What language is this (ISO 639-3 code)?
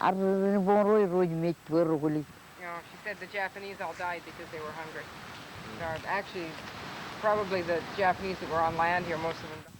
mah